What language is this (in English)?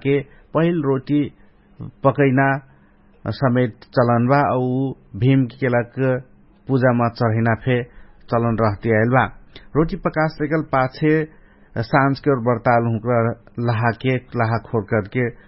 Dangaura Tharu